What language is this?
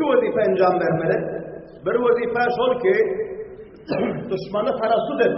Turkmen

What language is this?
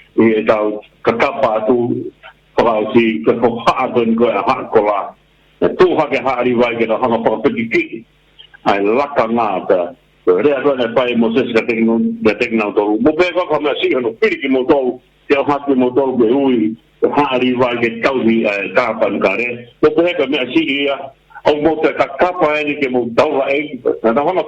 Tongan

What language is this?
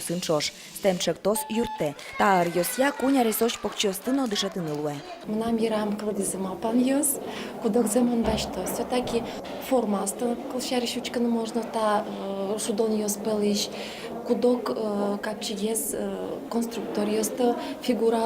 Udmurt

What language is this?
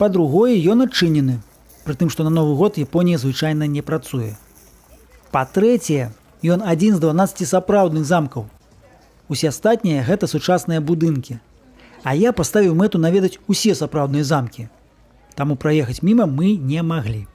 Belarusian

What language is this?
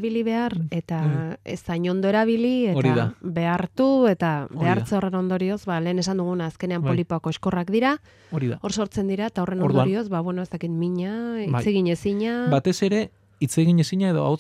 Basque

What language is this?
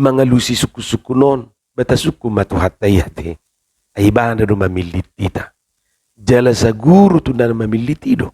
Batak Toba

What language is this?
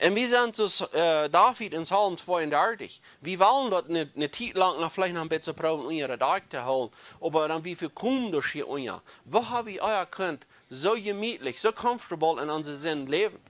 Plautdietsch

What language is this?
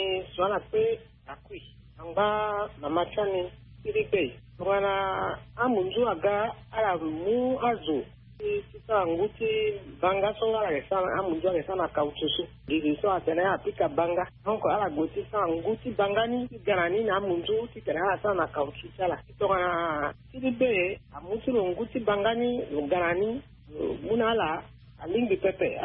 Sango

